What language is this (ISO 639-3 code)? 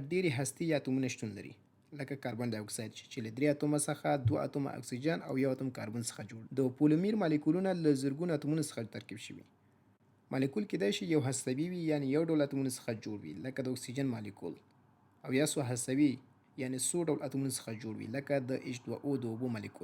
pus